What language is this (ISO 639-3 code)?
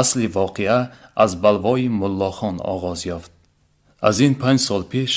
tgk